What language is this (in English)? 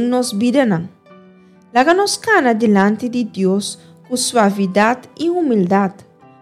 Papiamento